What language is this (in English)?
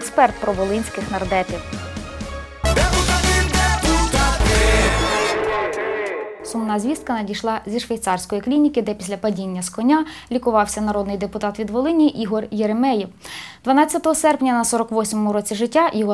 Ukrainian